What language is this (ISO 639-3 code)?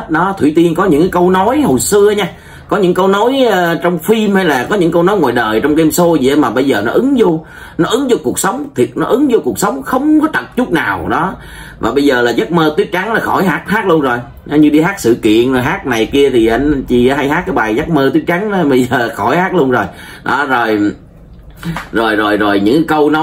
vie